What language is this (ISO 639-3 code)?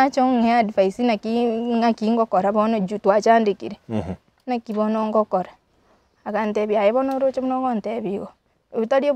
guz